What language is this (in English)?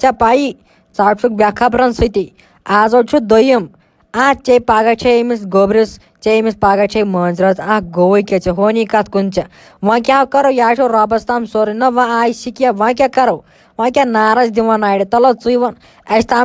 Kashmiri